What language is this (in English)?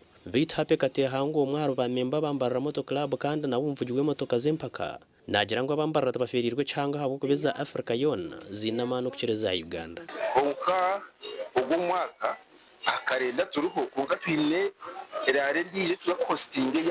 Nyankole